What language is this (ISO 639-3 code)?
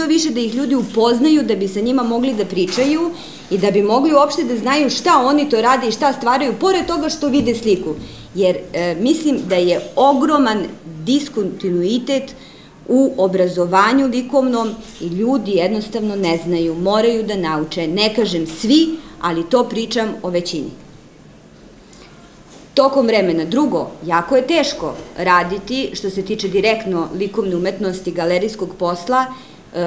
srp